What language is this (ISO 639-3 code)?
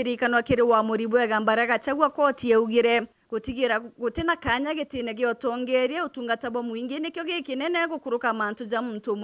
mer